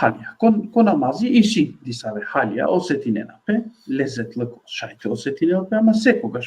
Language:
Balkan Romani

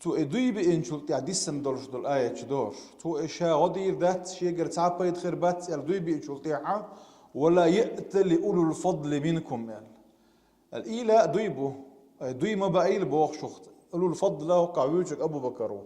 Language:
Chechen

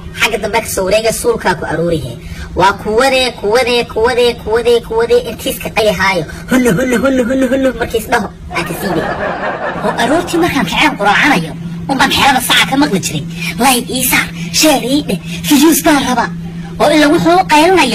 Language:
Somali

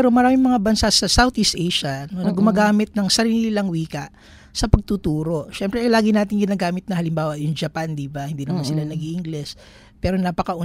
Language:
Filipino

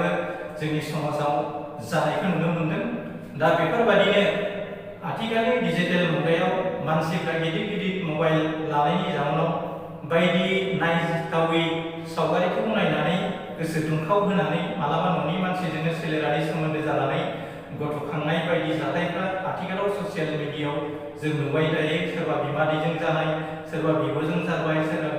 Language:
Bodo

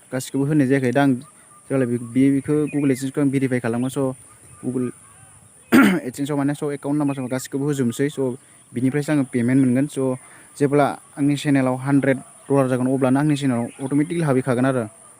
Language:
Bodo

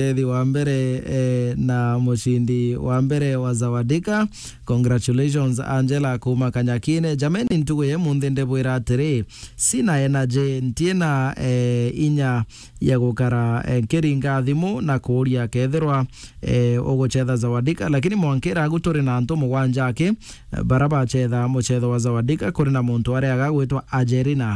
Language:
Meru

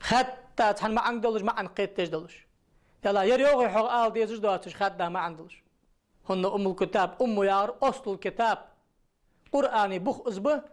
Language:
Ingush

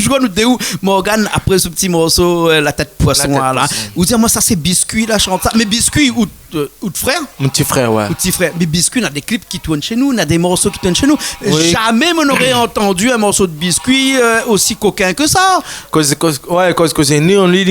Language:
Réunion Creole French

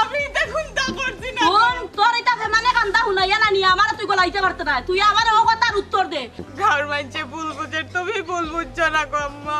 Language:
Sylheti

